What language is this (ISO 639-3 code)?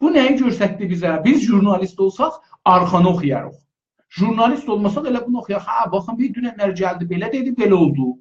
azb